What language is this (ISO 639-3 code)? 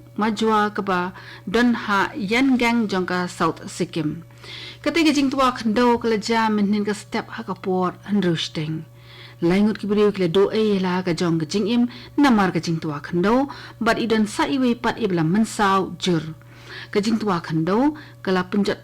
kha